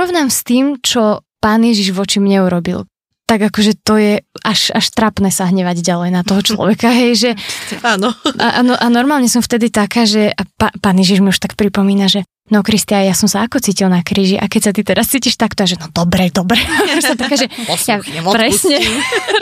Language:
Slovak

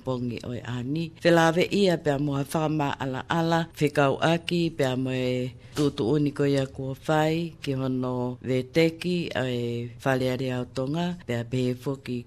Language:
Tongan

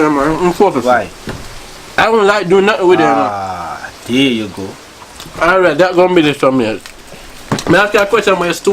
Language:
Jamaican Creole English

